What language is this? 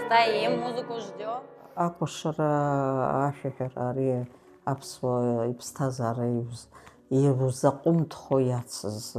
Abkhazian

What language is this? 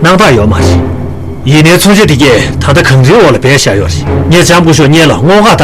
Tibetan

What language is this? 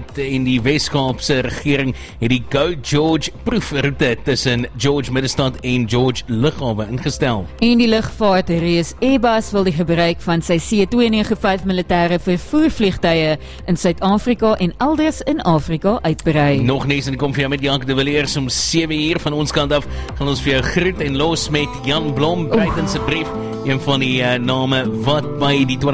Afrikaans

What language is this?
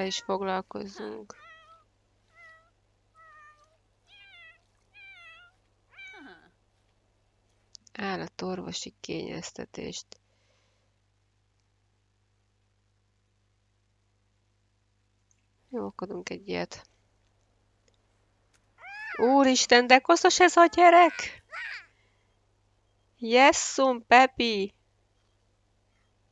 Hungarian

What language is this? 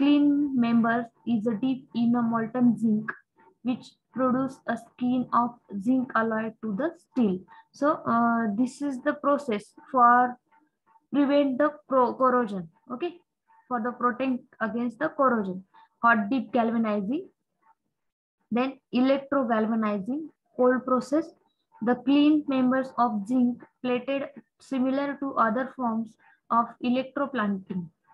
English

